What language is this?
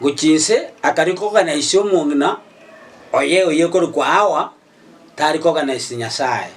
Gusii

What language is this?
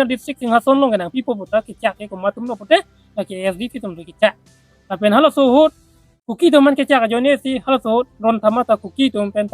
Karbi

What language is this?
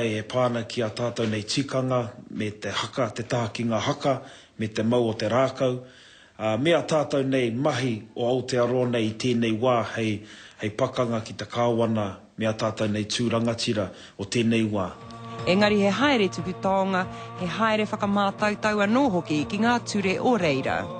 Māori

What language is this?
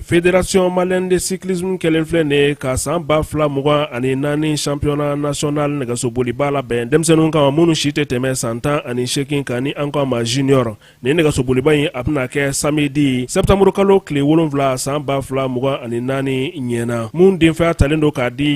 Bambara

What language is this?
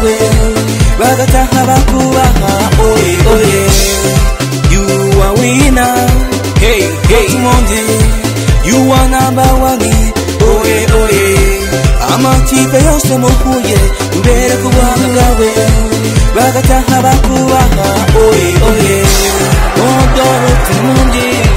Kinyarwanda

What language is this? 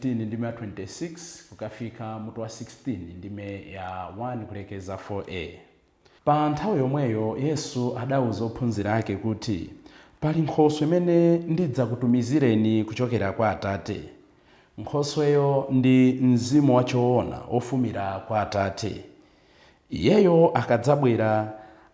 Nyanja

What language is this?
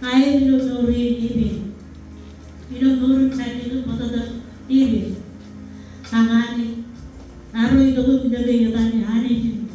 Marshallese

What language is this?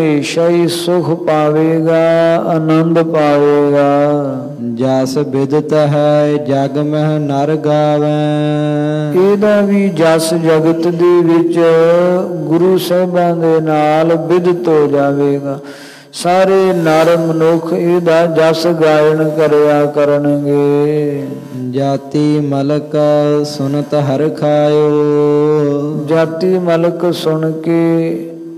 Punjabi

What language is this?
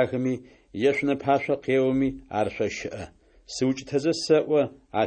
Adyghe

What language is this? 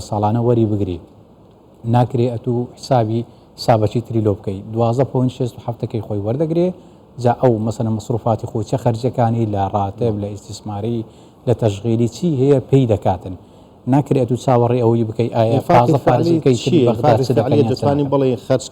Central Kurdish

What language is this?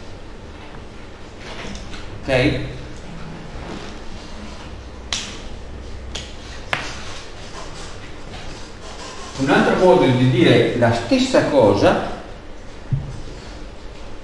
Italian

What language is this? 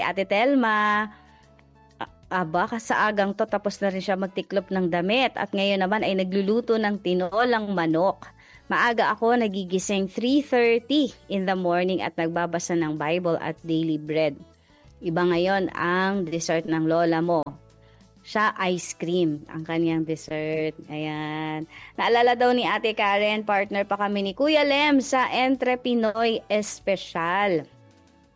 Filipino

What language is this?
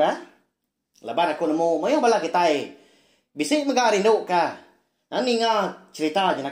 Iban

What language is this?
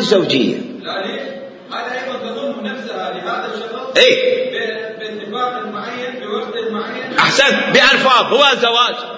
Mesopotamian Arabic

